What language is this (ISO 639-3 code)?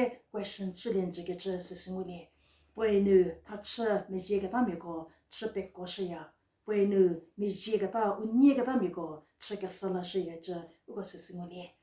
njm